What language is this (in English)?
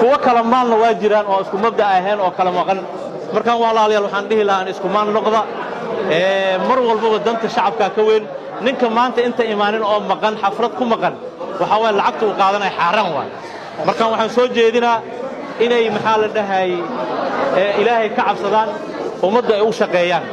Somali